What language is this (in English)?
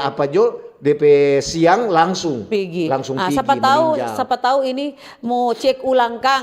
Manado Malay